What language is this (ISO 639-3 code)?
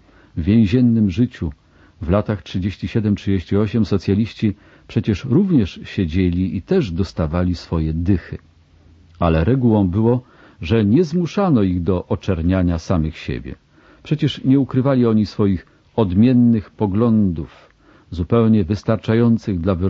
pol